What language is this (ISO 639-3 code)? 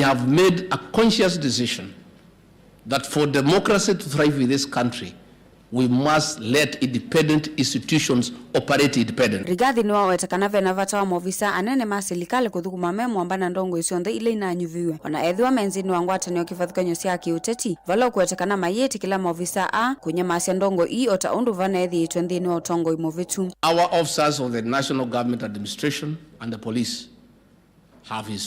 kam